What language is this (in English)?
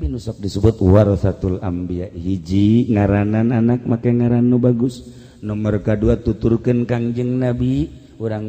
Sundanese